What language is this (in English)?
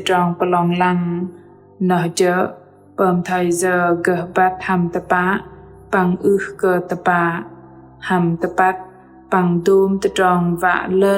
Bahnar